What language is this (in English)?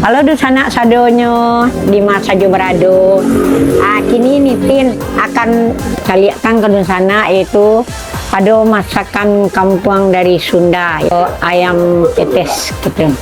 Minangkabau